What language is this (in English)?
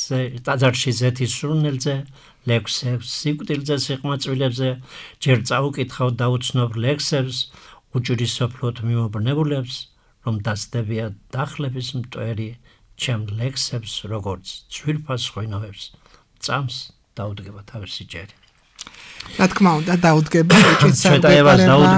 Georgian